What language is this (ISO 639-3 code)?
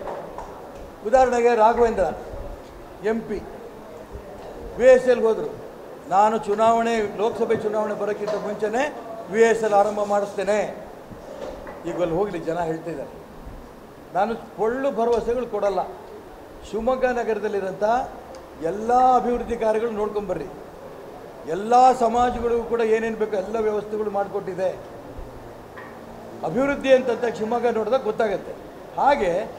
kan